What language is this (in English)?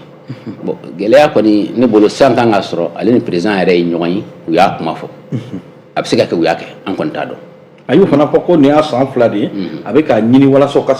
Bambara